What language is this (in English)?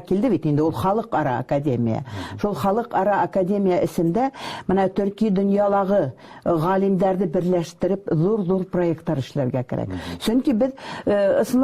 Bashkir